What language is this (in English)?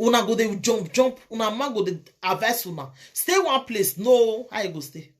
Nigerian Pidgin